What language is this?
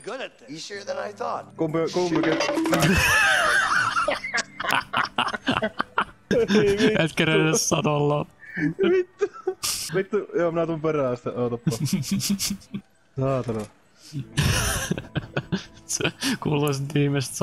Finnish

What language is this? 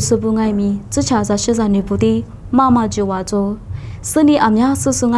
Lisu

